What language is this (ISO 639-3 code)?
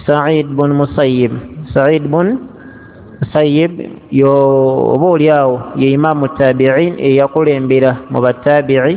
lug